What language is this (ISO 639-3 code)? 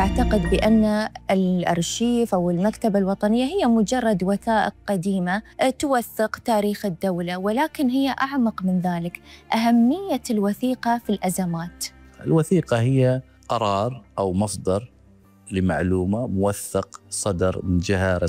ara